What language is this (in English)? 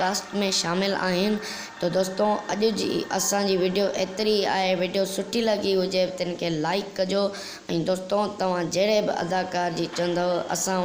Sindhi